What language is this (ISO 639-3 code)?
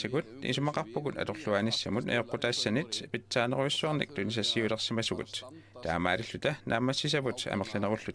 kal